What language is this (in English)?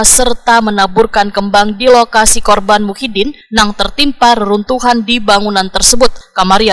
Banjar